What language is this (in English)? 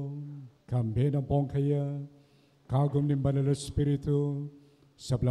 Pampanga